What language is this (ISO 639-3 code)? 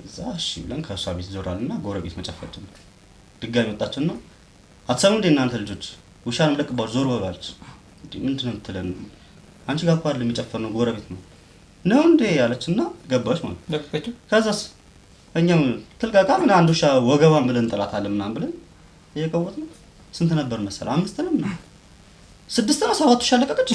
amh